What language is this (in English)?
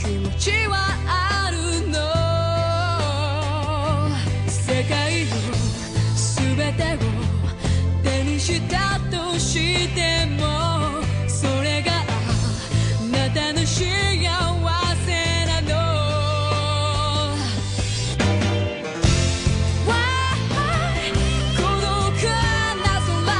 Japanese